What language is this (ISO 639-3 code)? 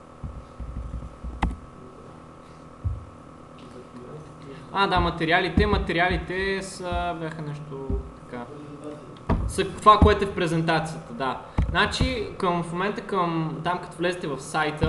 bul